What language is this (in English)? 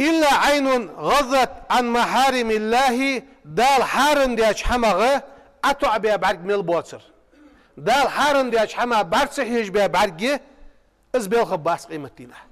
Ingush